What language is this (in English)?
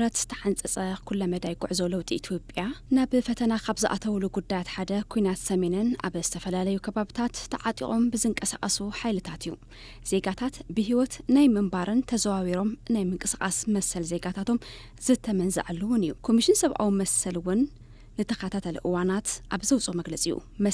Tigrinya